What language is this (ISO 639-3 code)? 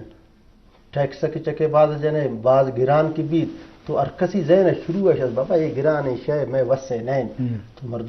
bgp